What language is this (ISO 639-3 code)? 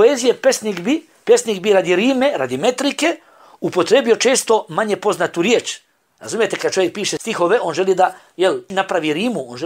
bos